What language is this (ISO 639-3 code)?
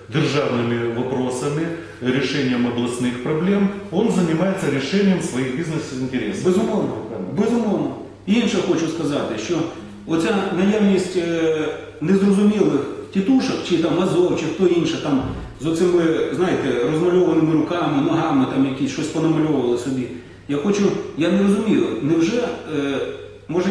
ukr